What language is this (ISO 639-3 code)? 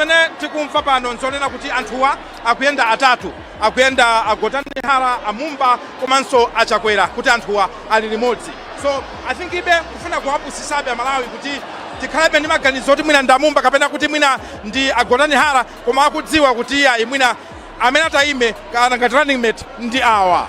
nya